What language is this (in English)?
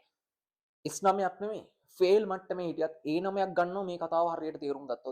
Sinhala